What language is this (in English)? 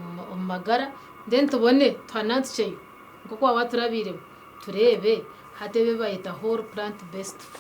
Nyankole